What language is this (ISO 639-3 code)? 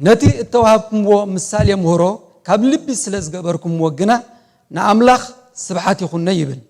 tir